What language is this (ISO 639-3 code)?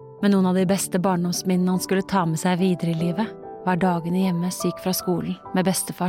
nor